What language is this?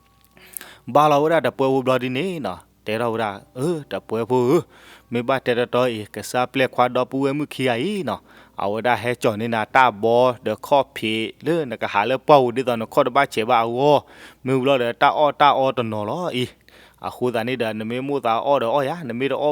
S'gaw Karen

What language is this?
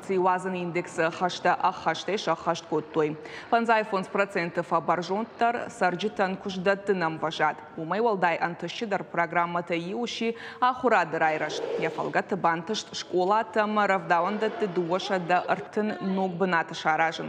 Ossetic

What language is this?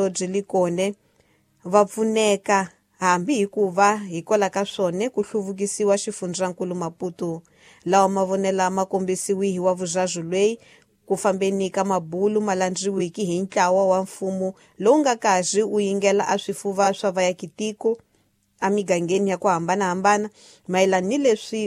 Tsonga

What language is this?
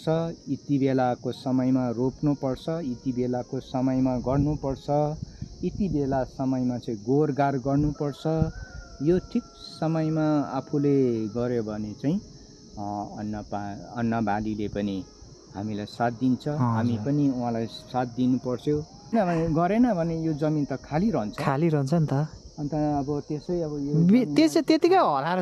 Nepali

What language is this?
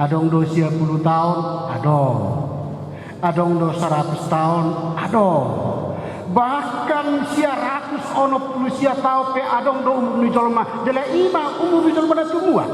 Batak Toba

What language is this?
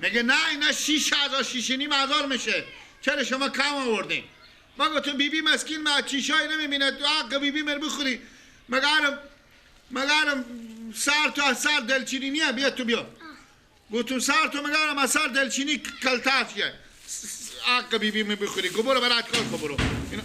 Persian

